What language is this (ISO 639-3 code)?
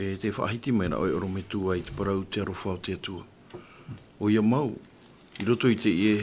tah